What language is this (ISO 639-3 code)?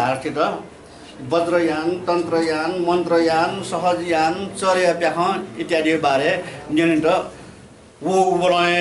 new